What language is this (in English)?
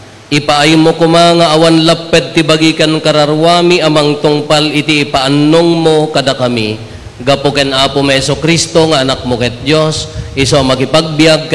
Iloko